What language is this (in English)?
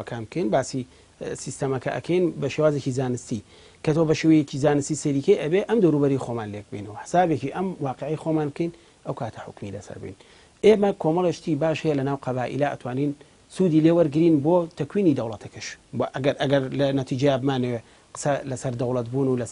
Central Kurdish